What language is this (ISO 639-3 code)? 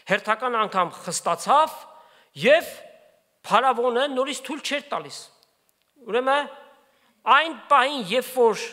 hye